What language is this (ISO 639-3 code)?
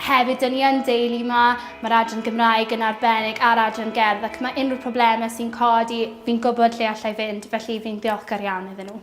cym